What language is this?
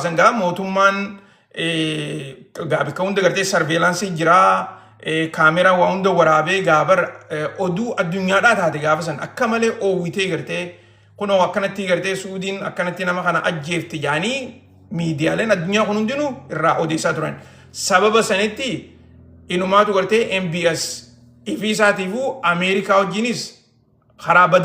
Oromo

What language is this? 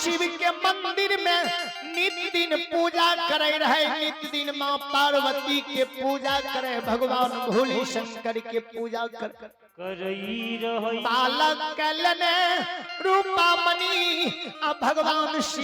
Maithili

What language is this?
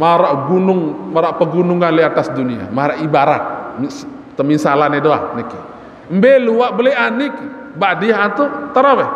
Sasak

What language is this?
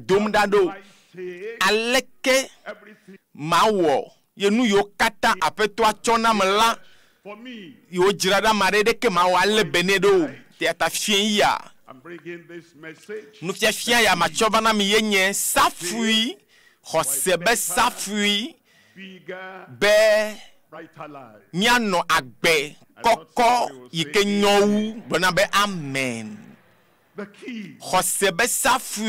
Ewe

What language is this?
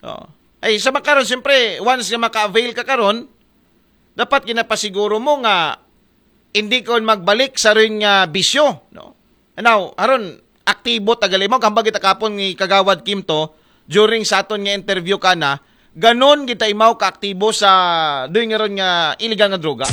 Aklanon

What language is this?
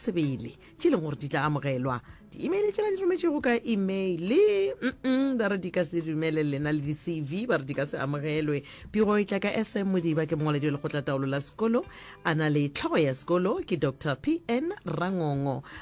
Northern Sotho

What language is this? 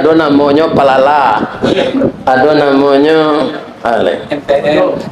Minangkabau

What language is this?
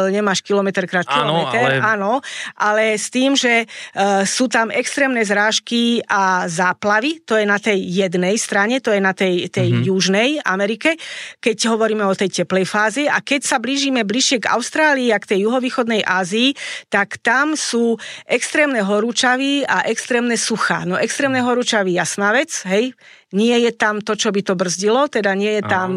Slovak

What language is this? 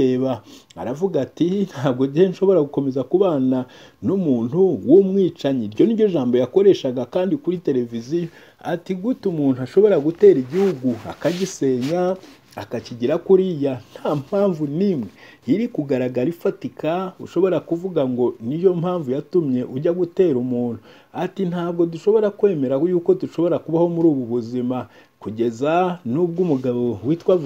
Kinyarwanda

